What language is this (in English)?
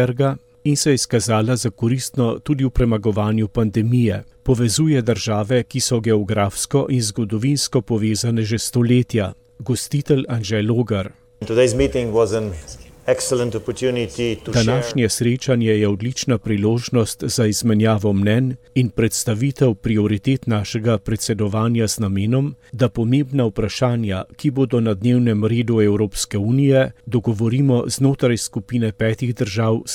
Slovenian